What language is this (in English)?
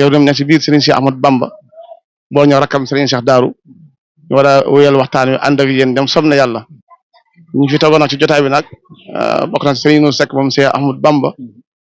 Wolof